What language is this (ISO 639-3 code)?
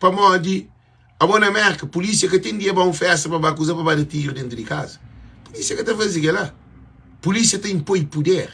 kea